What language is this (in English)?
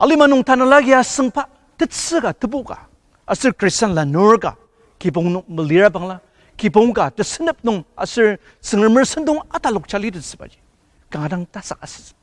Ao Naga